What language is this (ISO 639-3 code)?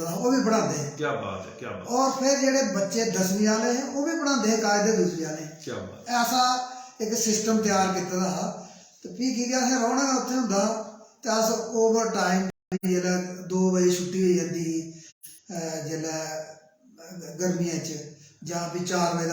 doi